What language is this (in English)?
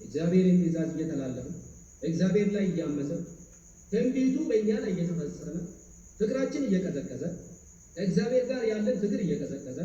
Amharic